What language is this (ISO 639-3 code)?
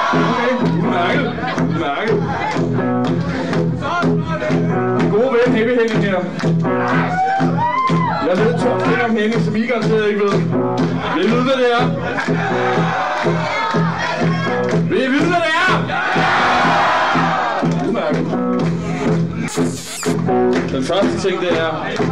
dan